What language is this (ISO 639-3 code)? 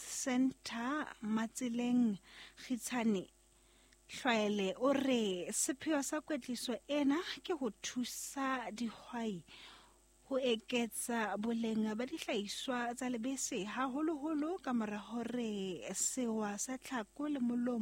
sot